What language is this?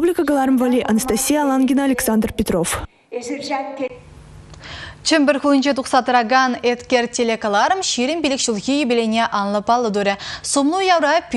Chuvash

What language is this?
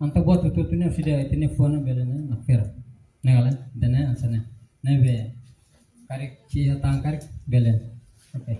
Tetum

